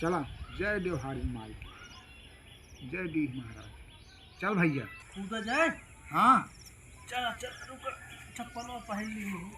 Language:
Awadhi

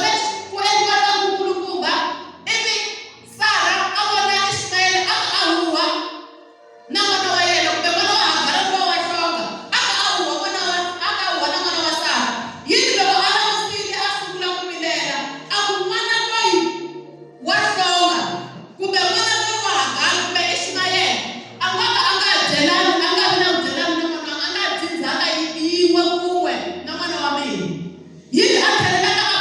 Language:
Tsonga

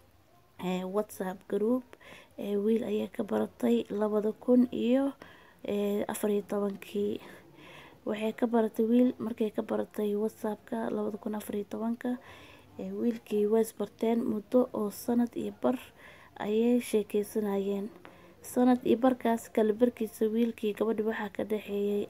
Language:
Somali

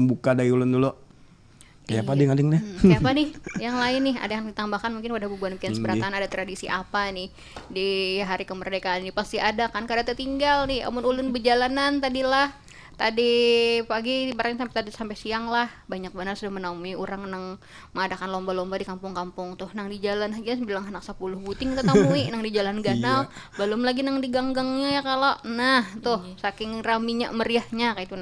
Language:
Banjar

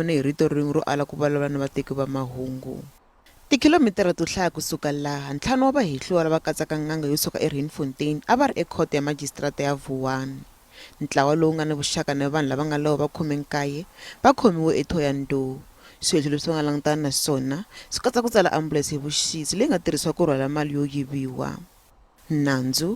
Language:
Tsonga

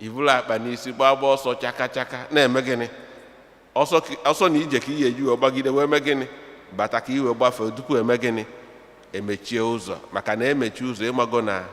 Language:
Igbo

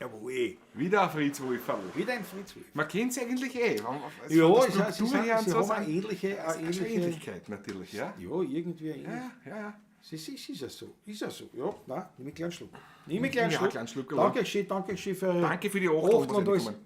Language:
Bavarian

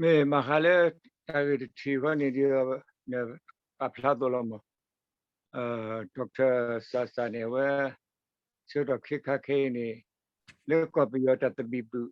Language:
S'gaw Karen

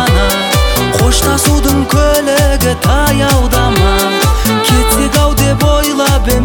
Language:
Kazakh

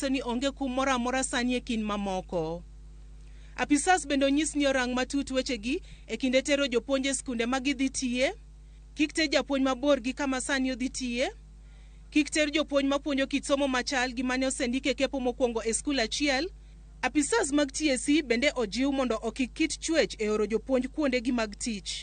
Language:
Luo (Kenya and Tanzania)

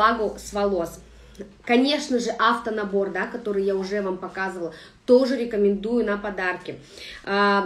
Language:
Russian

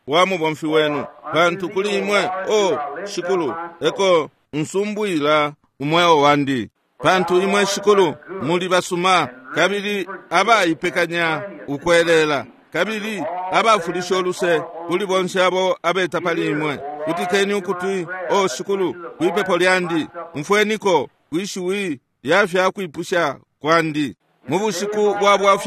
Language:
Bemba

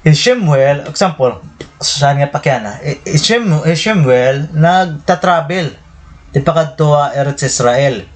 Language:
Waray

